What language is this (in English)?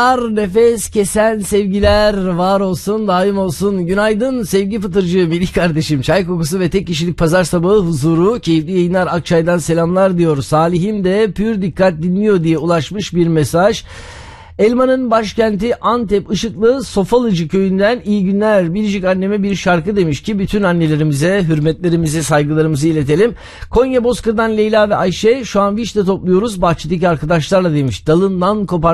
Turkish